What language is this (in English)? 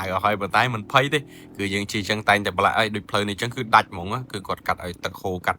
Khmer